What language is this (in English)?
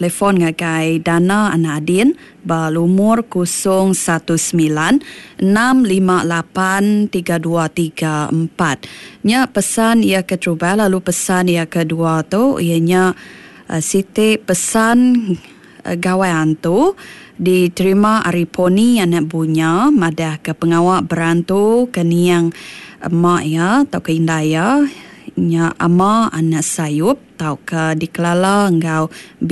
Iban